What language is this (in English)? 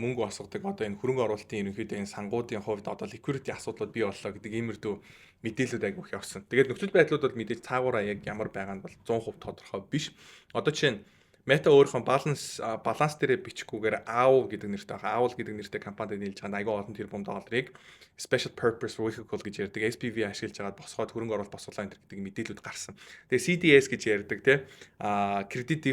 Mongolian